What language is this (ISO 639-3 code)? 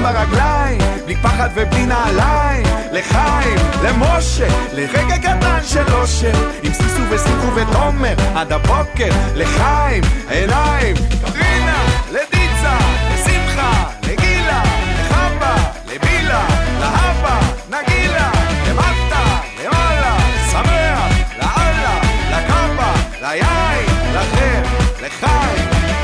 heb